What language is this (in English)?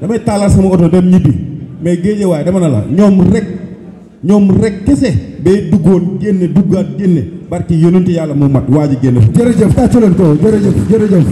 Wolof